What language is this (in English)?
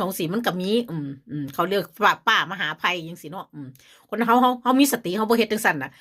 Northeastern Thai